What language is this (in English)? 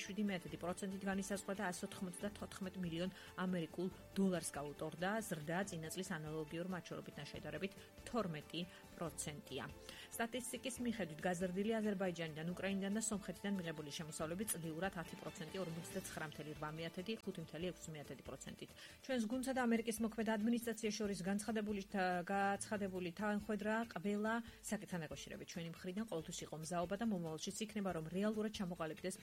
Georgian